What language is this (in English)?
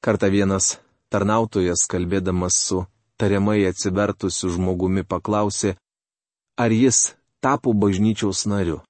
Lithuanian